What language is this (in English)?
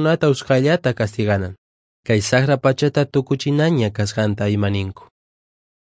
Quechua